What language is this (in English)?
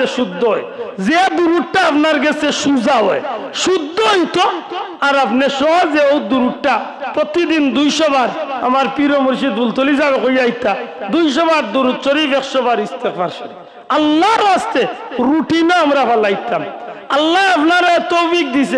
Sylheti